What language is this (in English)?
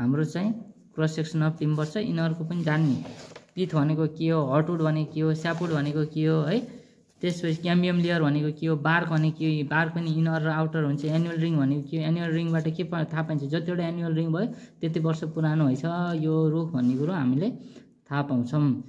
Nepali